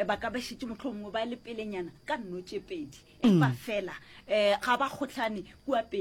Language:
Northern Sotho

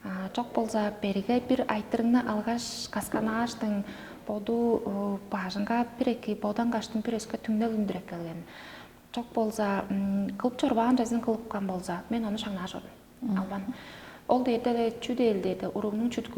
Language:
Tuvinian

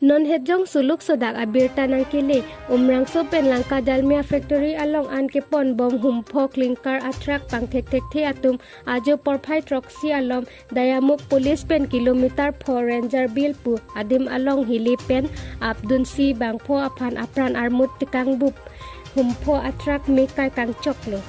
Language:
Karbi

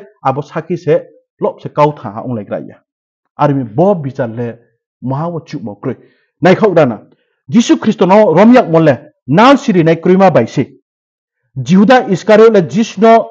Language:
Riang (India)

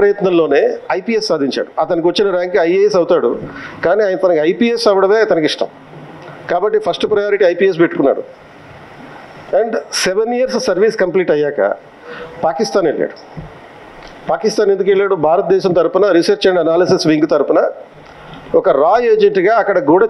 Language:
Telugu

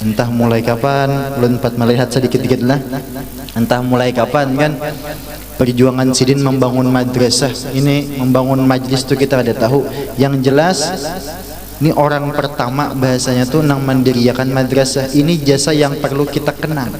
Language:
Banjar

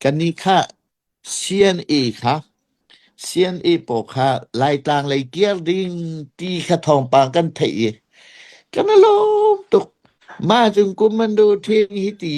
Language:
Hakha Chin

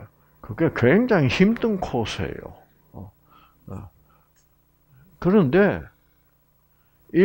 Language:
Korean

